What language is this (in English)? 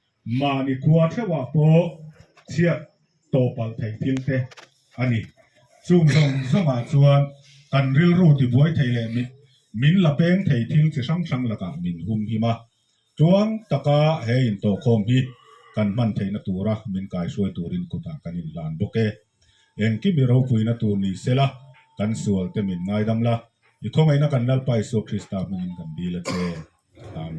Mizo